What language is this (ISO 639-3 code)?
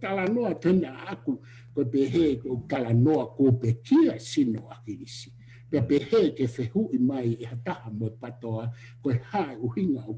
ton